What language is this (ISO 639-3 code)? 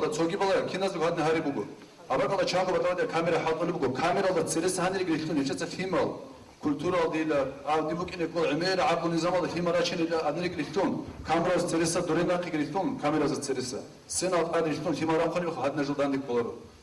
ava